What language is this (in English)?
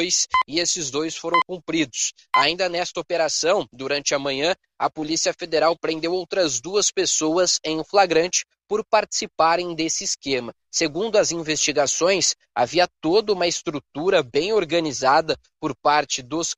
Portuguese